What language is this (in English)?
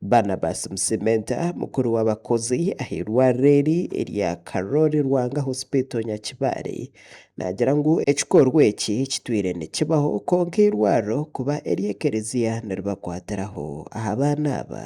Nyankole